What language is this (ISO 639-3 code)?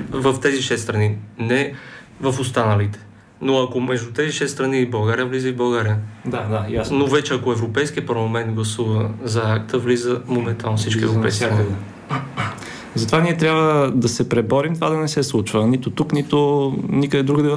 bul